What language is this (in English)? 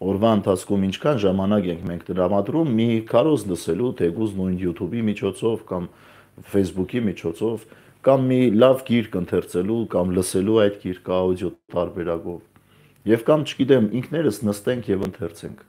Armenian